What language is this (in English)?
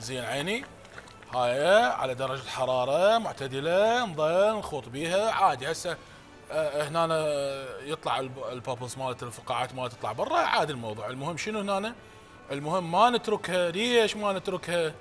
Mesopotamian Arabic